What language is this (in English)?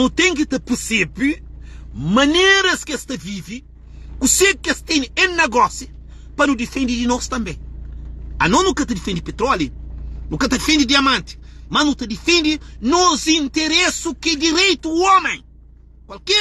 Kabuverdianu